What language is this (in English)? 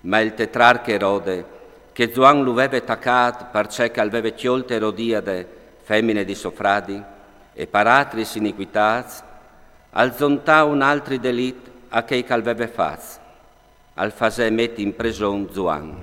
Friulian